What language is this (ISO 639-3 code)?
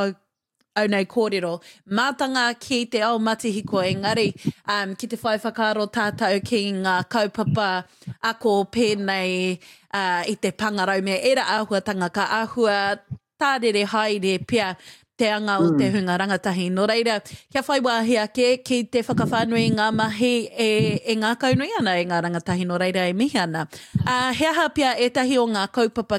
mri